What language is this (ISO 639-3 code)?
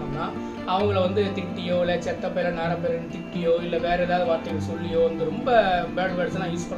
tam